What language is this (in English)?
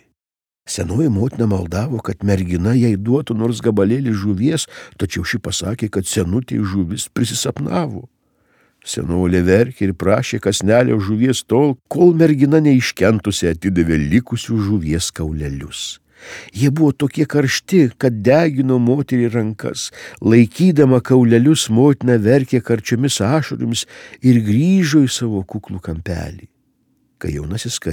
Lithuanian